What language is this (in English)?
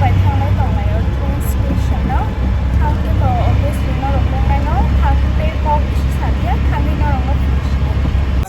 Kok Borok